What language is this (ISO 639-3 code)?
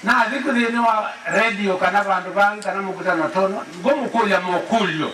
kam